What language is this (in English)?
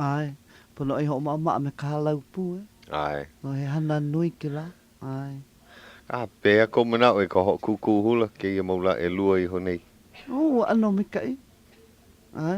Hawaiian